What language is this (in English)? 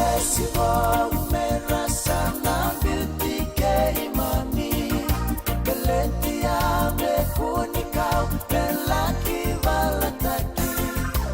Fijian